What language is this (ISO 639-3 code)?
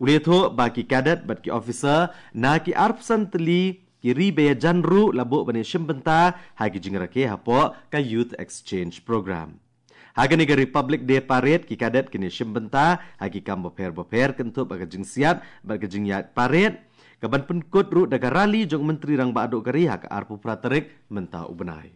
kha